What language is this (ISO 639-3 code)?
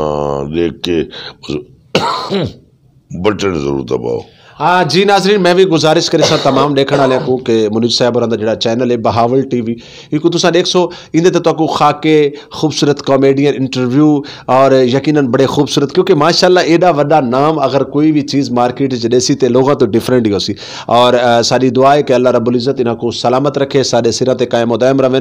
skr